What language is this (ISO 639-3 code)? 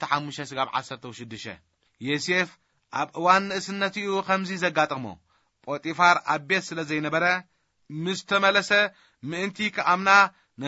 tir